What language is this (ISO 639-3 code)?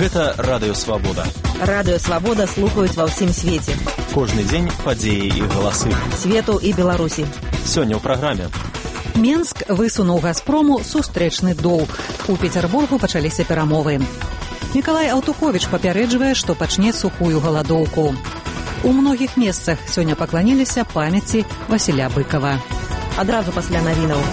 bel